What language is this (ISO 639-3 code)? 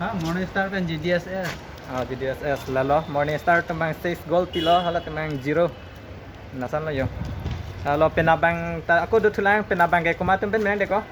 mjw